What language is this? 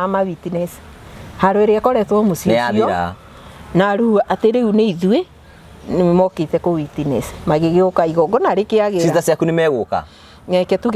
Kikuyu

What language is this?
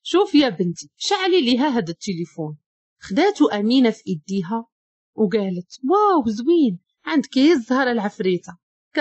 Moroccan Arabic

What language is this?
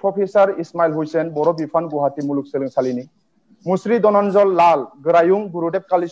Bodo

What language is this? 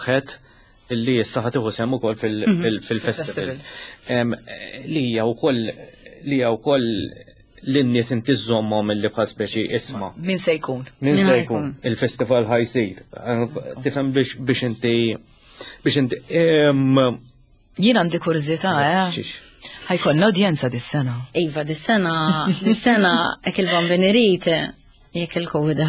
Maltese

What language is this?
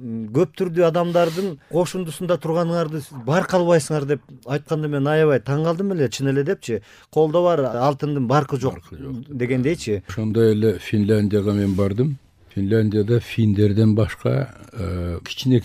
Kyrgyz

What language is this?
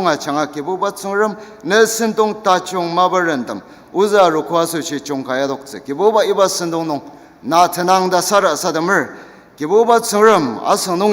Ao Naga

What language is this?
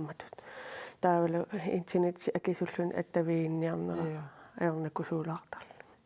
Kalaallisut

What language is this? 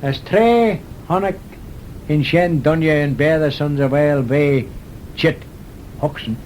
Manx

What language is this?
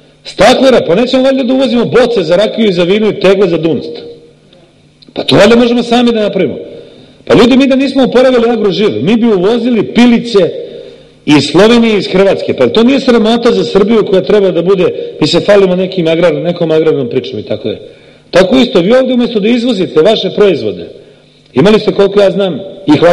Serbian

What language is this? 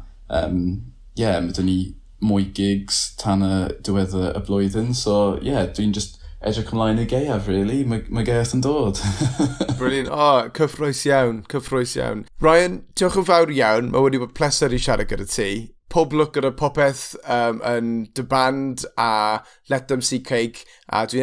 Welsh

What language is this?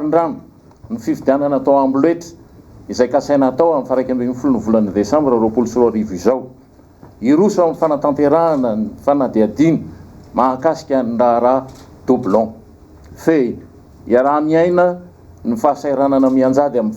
Malagasy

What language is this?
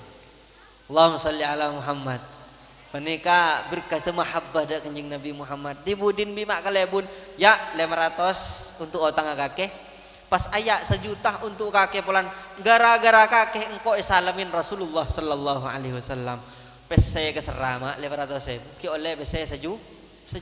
Madurese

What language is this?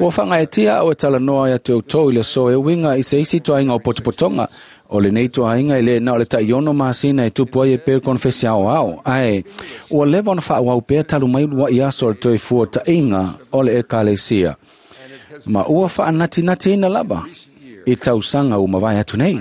Samoan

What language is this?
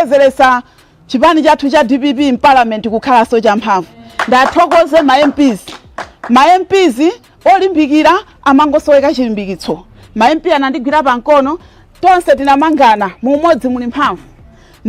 Nyanja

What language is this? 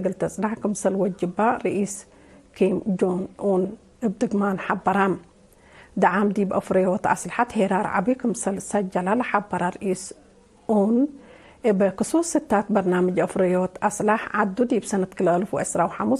Tigre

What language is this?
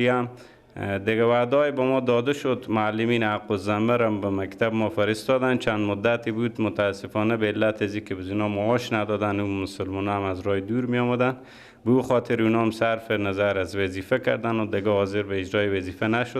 Persian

